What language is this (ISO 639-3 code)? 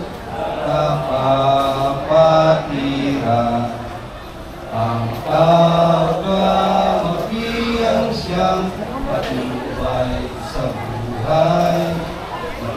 fil